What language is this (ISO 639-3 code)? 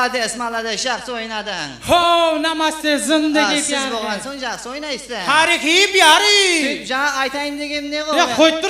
kaa